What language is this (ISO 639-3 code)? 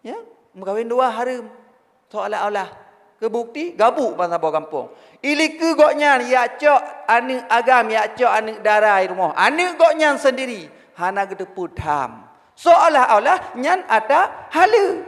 ace